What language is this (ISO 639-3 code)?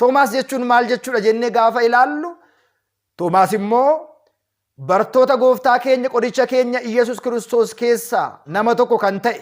orm